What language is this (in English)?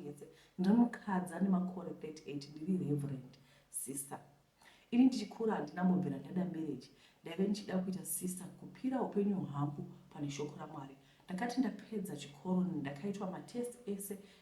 Shona